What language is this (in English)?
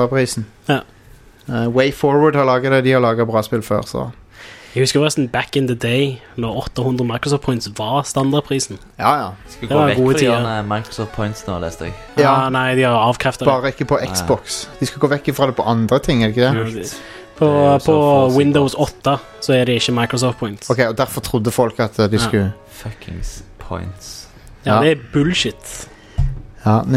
Norwegian